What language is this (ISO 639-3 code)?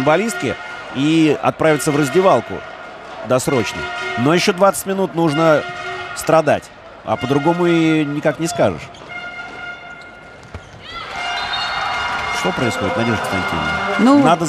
rus